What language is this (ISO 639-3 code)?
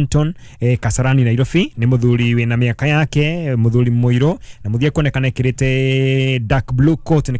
kik